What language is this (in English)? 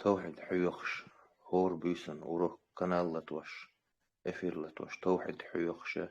Chechen